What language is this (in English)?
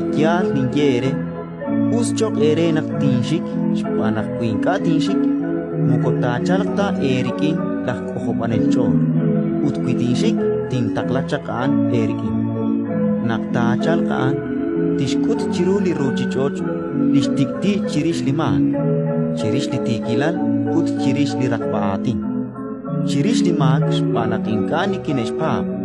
Kekchí